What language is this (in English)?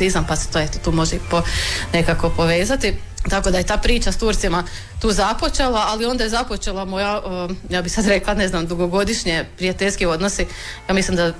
Croatian